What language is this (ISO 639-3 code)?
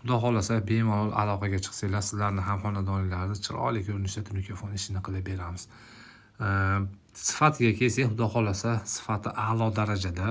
uzb